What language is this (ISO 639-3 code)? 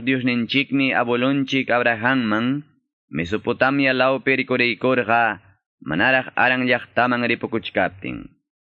que